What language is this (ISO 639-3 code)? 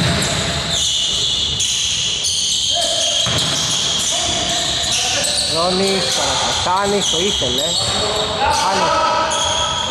ell